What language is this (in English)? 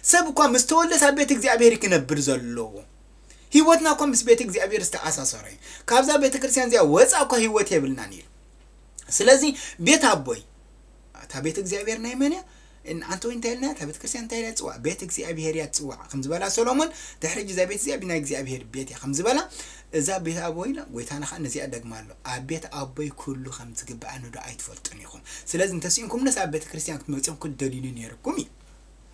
Tigrinya